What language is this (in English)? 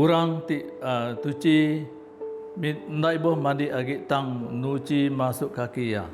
Iban